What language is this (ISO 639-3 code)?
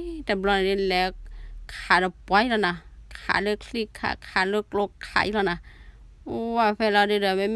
ksw